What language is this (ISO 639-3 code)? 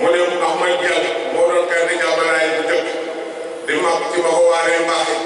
wol